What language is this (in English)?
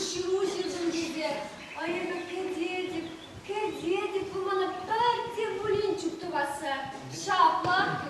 Chuvash